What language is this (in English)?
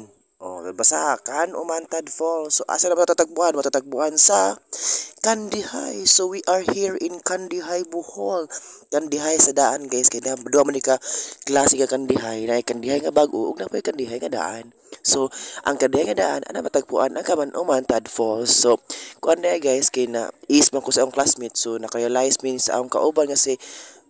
Cebuano